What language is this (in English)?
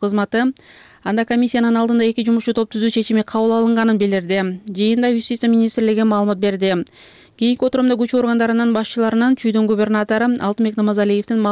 Kyrgyz